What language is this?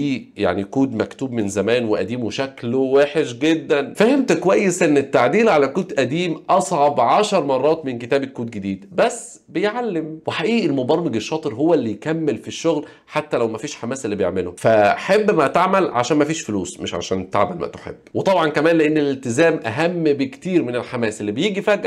Egyptian Arabic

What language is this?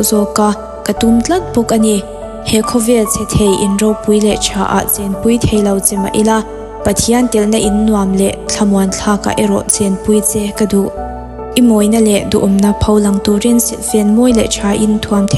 Mizo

